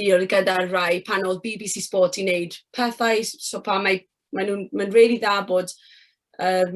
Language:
Welsh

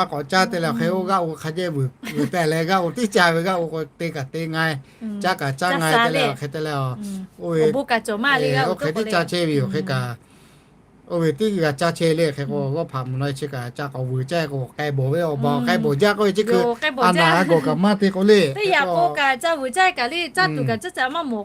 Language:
Lahu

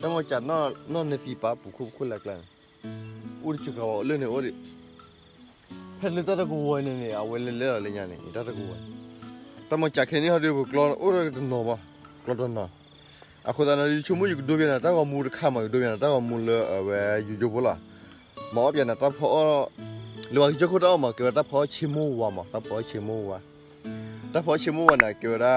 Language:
S'gaw Karen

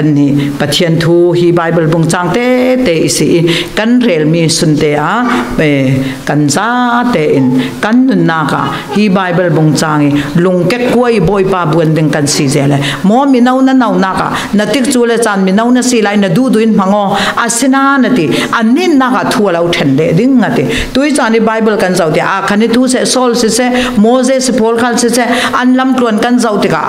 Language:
Falam Chin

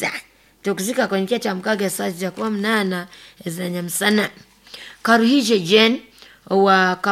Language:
Nyoro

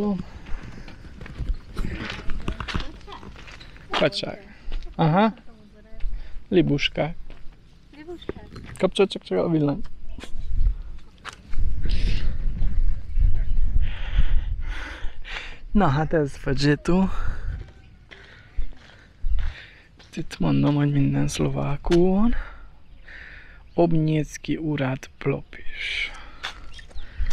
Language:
Hungarian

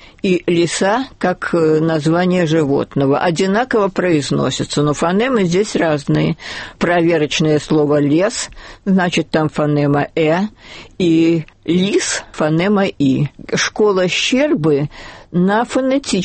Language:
Russian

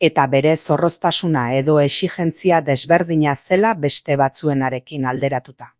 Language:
Basque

